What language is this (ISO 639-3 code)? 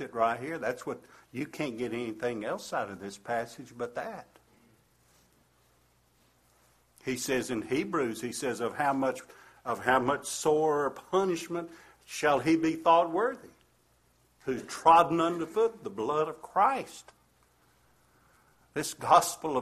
eng